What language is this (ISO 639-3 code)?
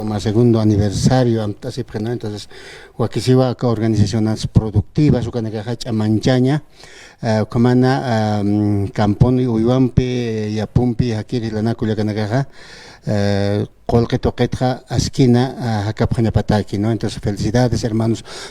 aym